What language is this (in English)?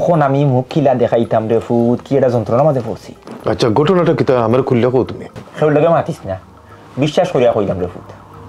Sylheti